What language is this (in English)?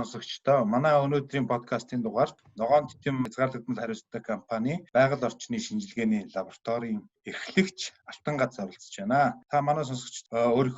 Mongolian